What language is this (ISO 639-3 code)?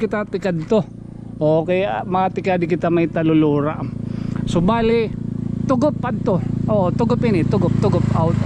war